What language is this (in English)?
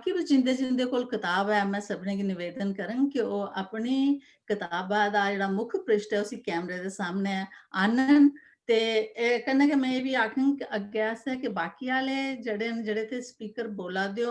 Dogri